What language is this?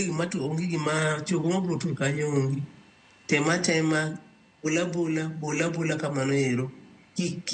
Luo (Kenya and Tanzania)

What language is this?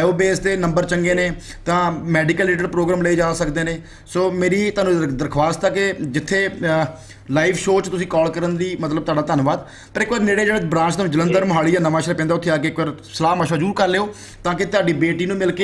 Punjabi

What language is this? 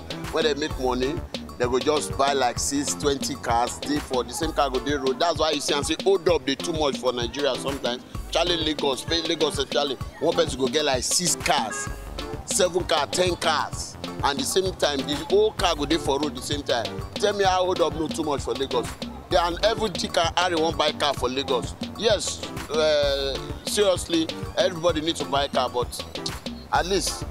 Nigerian Pidgin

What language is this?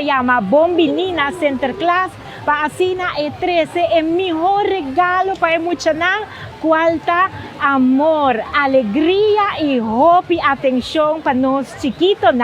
Papiamento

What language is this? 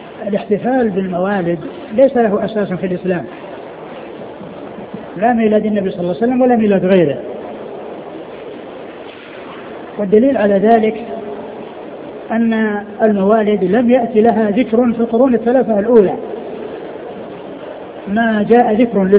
Arabic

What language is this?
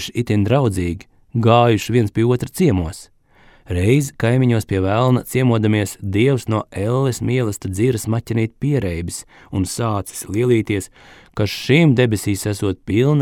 Latvian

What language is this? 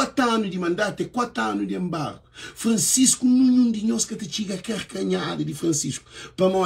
Kabuverdianu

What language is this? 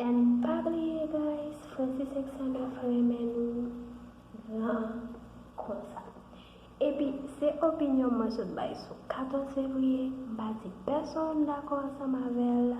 Haitian Creole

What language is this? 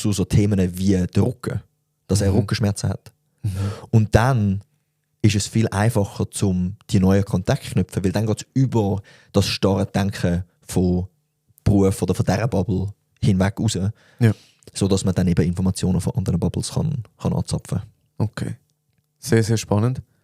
Swiss German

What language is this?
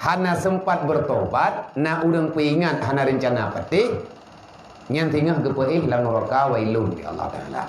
Achinese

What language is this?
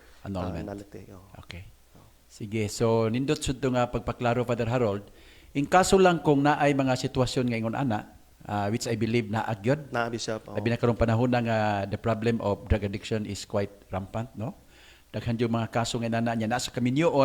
Cebuano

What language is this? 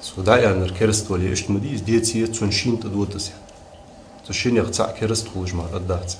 Ingush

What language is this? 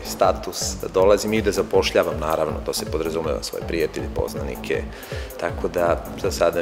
Serbian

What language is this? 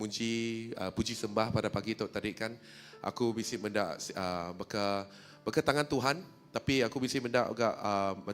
Iban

